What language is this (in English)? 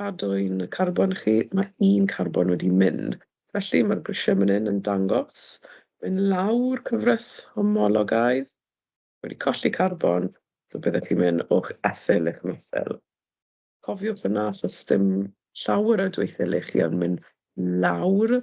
Welsh